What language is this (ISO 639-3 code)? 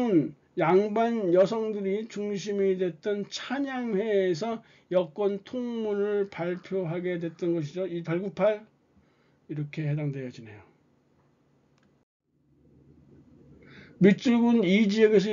kor